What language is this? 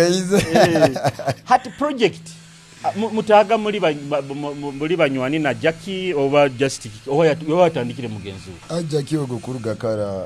Nyoro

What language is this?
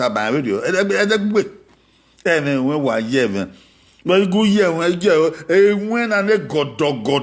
Bini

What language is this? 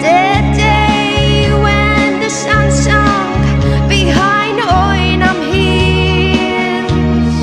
Tangkhul Naga (India)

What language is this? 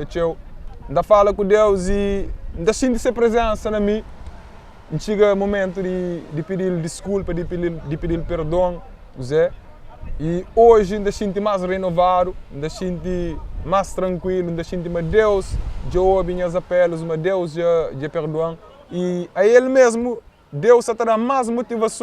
Kabuverdianu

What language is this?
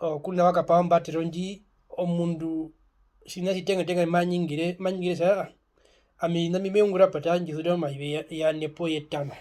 Herero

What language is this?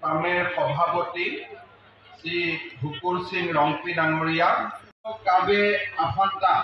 Karbi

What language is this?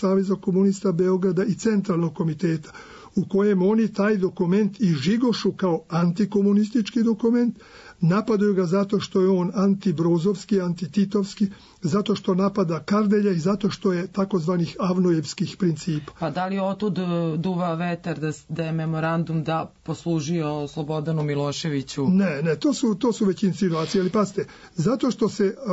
Serbian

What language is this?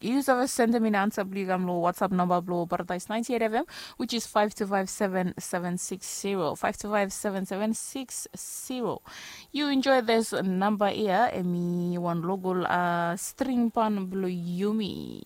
Bislama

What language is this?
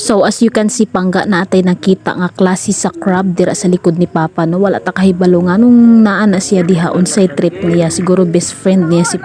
Cebuano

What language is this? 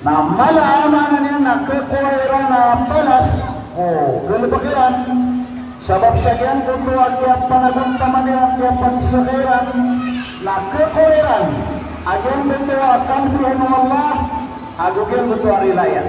Maranao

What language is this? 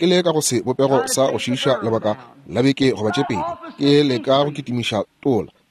Northern Sotho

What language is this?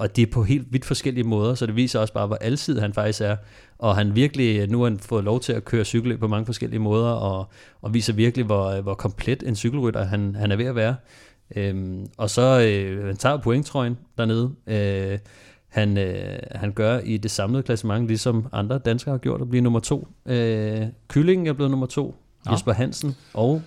Danish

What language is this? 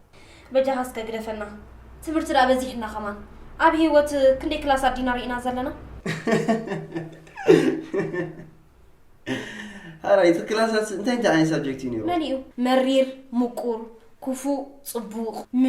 Tigrinya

